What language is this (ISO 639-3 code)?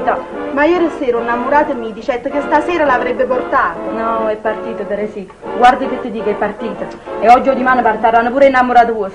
nap